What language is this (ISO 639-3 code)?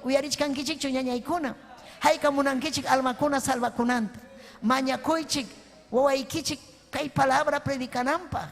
quy